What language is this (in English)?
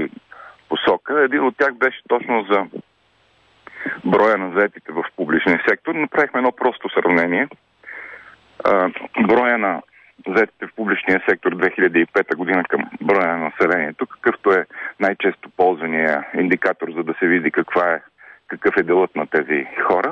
Bulgarian